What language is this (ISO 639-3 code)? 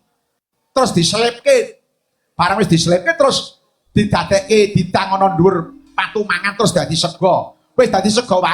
jav